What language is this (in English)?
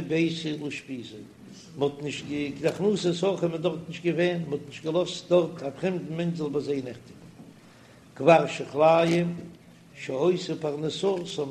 Yiddish